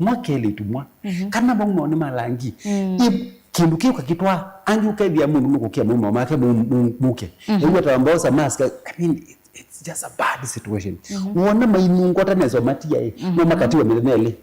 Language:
Kamba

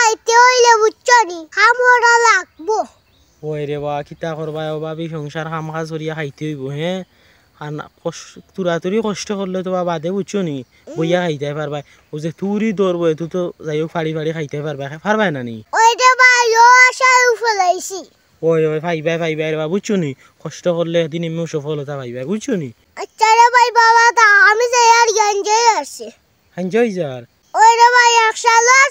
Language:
Sylheti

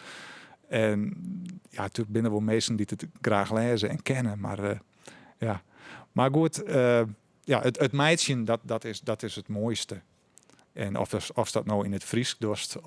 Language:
Western Frisian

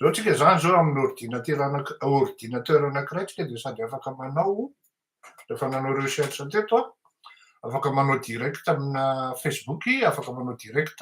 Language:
Malagasy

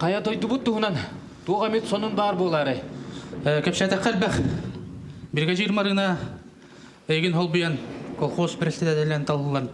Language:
Yakut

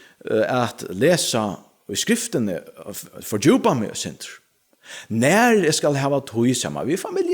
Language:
Faroese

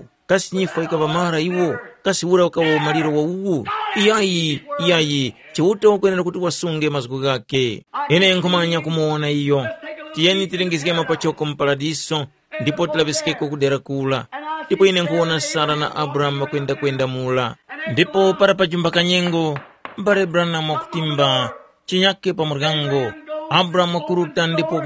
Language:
Tumbuka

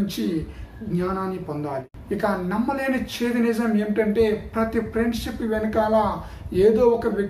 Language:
Telugu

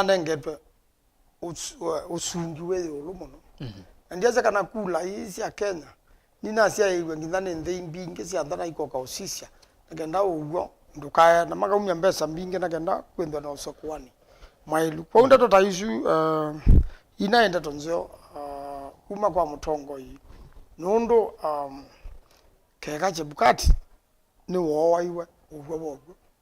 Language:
Kamba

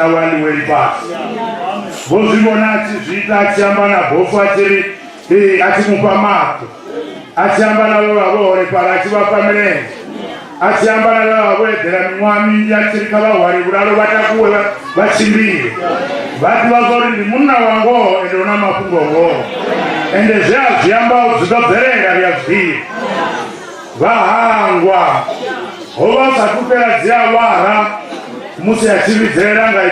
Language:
Venda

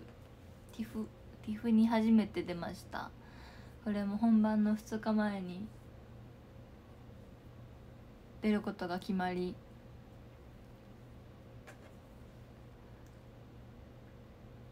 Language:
Japanese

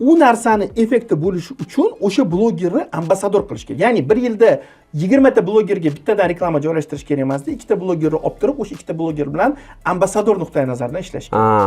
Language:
Uzbek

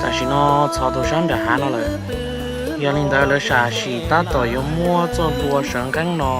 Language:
Hmong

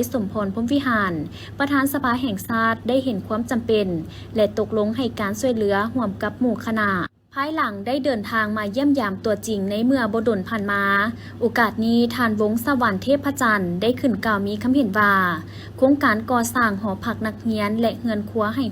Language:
Lao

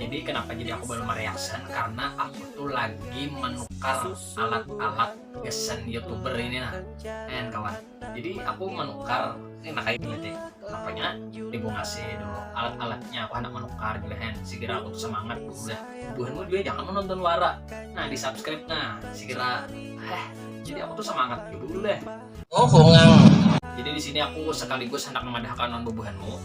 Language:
Banjar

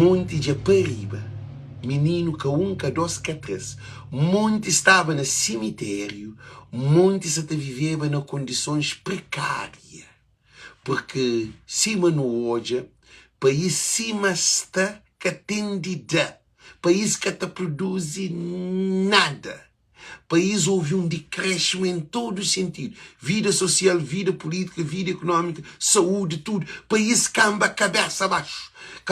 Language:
Kabuverdianu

